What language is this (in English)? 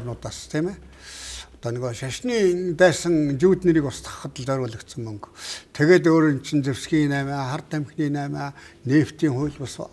Mongolian